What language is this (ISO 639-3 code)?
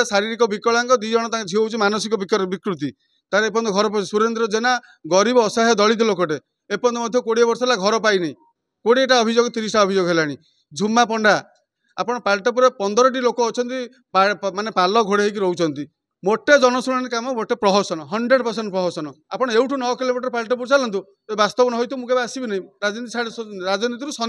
ori